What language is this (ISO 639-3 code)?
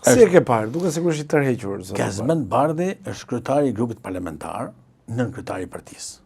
sqi